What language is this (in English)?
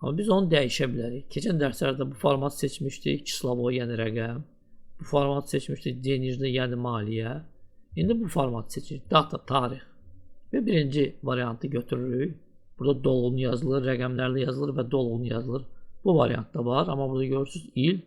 Azerbaijani